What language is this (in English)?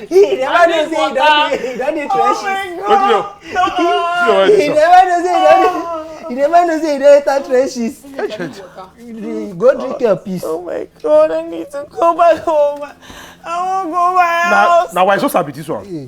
Nigerian Pidgin